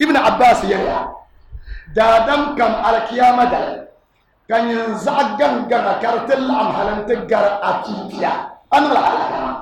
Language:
Dagbani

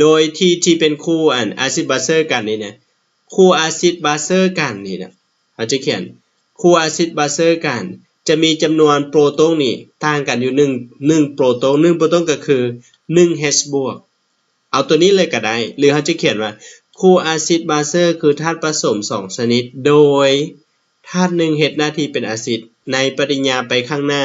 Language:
Lao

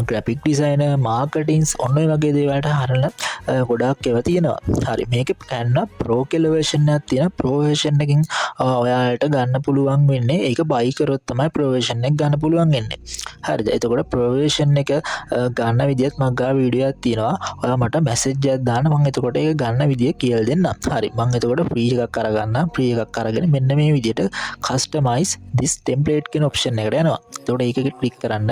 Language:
Sinhala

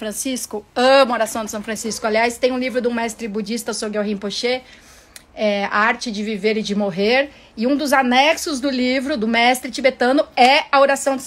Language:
Portuguese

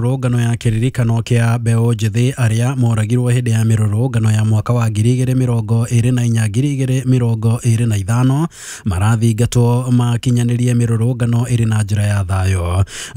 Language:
Kikuyu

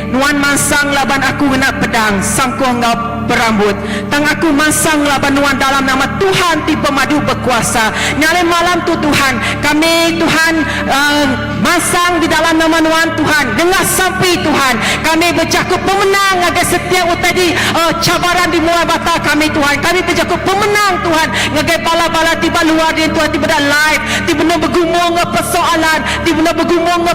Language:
Iban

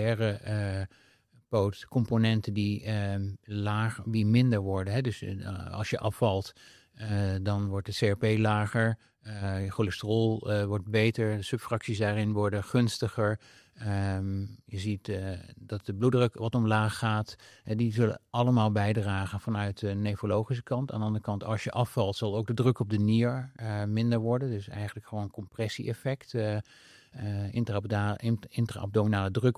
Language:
Dutch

